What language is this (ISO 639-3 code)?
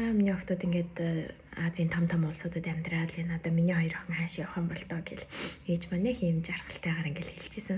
mon